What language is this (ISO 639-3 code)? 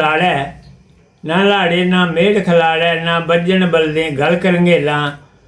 doi